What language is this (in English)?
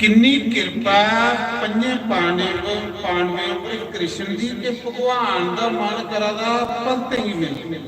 Dogri